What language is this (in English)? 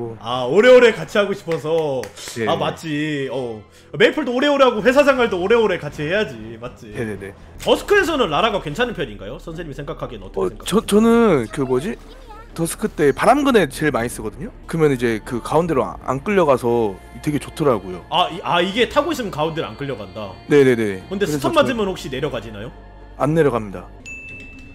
Korean